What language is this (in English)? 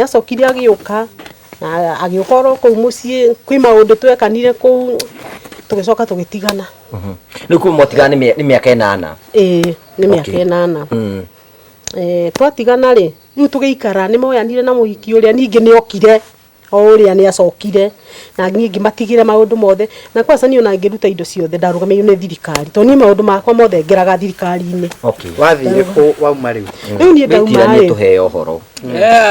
Kikuyu